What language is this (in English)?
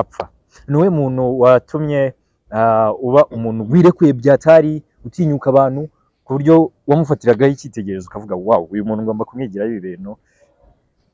Kinyarwanda